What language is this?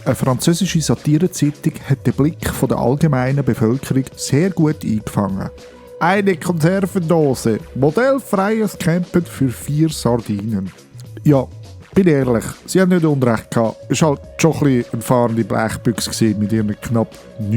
Swiss German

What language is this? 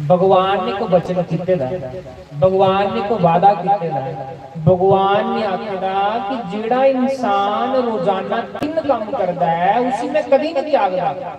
Dogri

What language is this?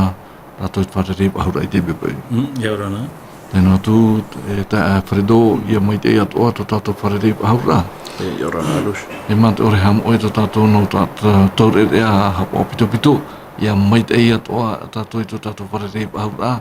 Tahitian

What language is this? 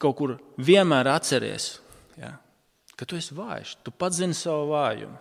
Latvian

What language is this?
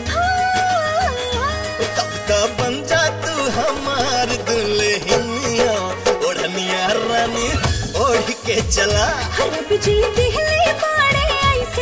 Bhojpuri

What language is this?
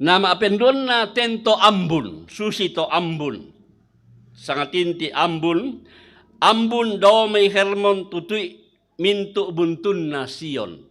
Toraja-Sa'dan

